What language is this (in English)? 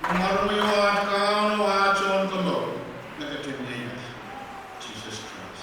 Pohnpeian